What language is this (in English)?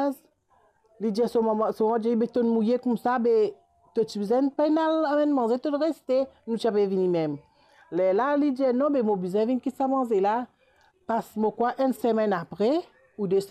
Morisyen